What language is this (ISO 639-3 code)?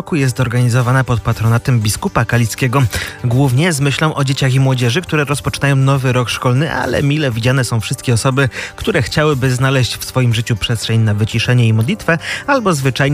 pol